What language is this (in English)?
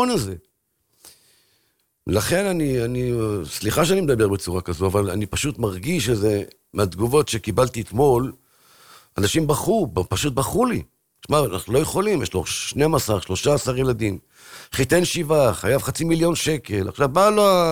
Hebrew